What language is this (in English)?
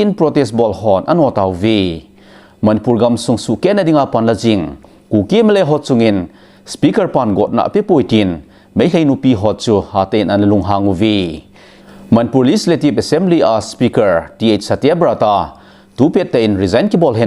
Thado Chin